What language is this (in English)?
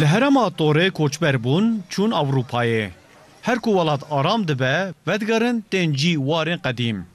Kurdish